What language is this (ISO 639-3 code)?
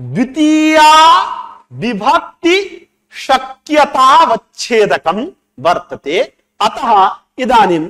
san